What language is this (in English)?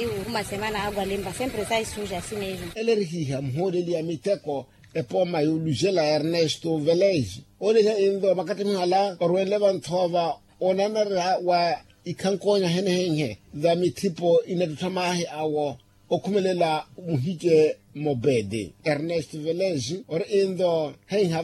Makhuwa